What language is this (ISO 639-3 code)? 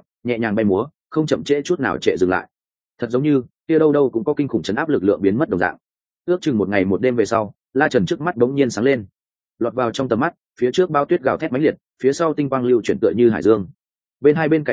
vie